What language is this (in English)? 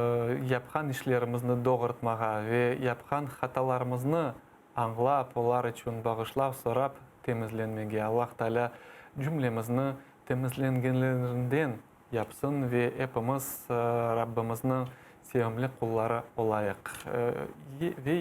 Crimean Tatar